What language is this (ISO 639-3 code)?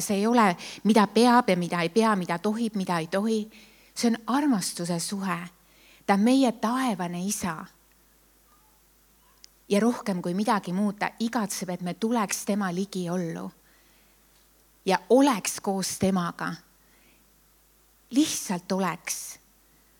est